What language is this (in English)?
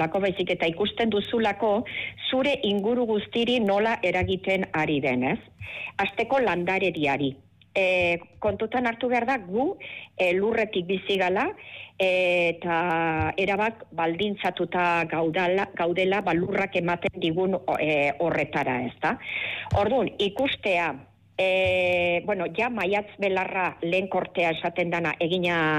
Basque